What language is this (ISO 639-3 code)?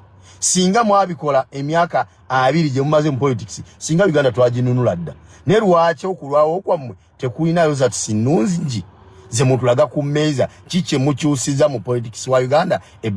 lug